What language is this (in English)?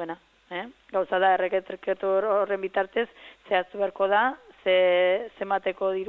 Basque